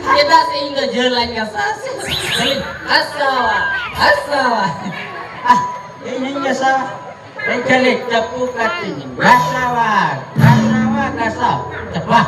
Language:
Santali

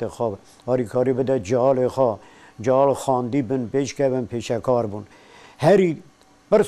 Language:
Kurdish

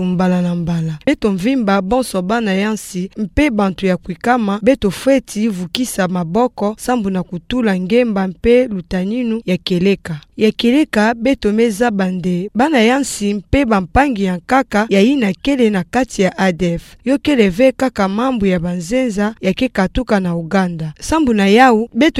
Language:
Kituba (Democratic Republic of Congo)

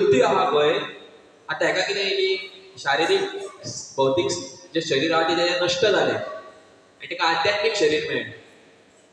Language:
Konkani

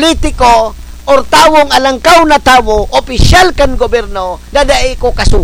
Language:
Bikol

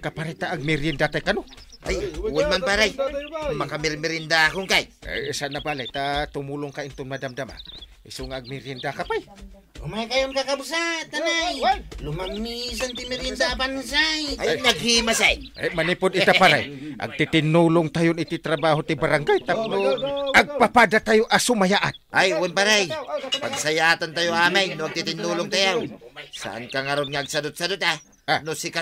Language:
Iloko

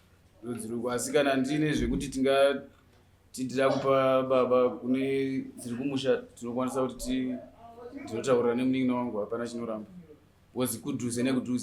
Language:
Shona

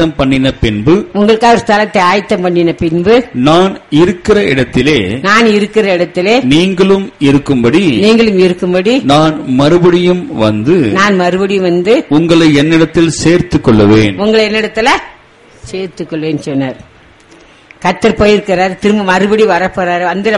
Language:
Tamil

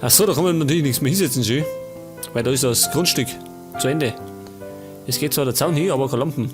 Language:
Bavarian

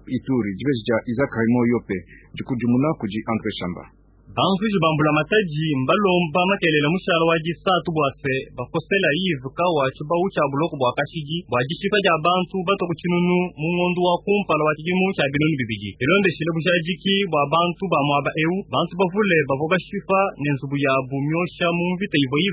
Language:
Luba-Lulua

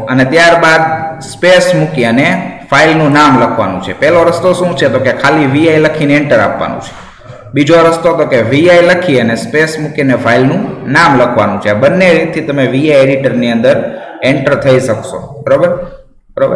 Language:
Gujarati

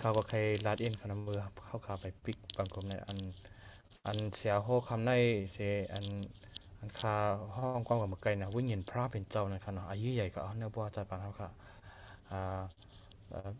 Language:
Shan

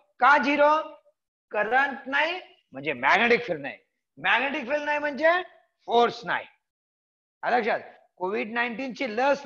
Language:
Marathi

